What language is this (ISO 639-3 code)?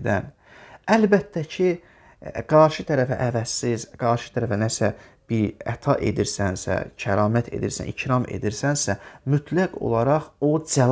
aze